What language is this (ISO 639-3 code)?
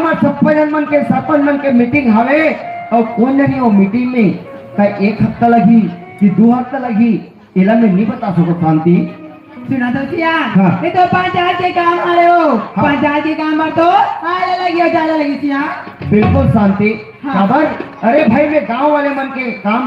hne